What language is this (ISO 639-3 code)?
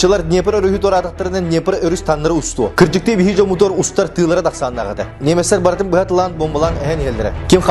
sah